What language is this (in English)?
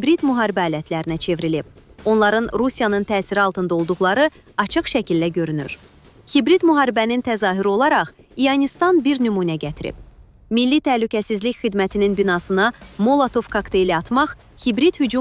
Azerbaijani